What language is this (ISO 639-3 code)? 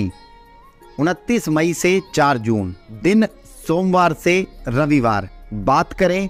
hin